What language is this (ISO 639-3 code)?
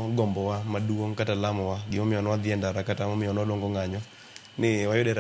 luo